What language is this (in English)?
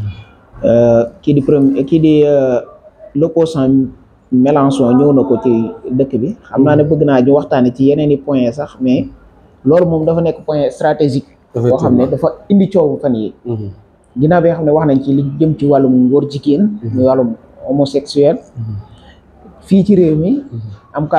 Wolof